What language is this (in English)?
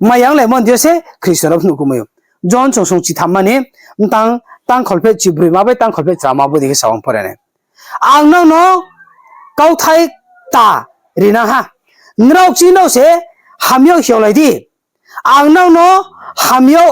Riang (India)